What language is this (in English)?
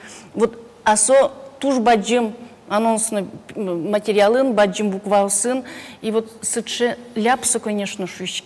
Udmurt